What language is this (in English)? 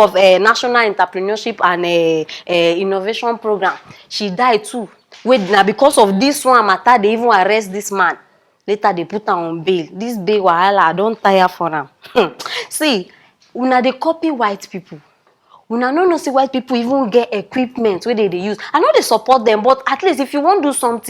Nigerian Pidgin